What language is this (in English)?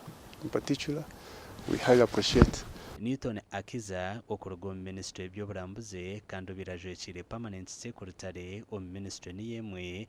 Nyankole